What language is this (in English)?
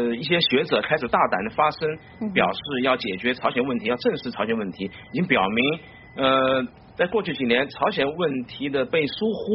Chinese